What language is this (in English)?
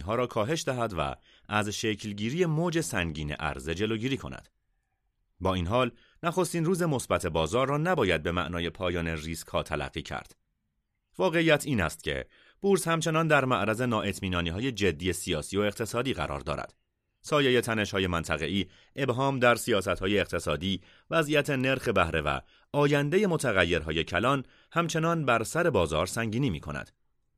Persian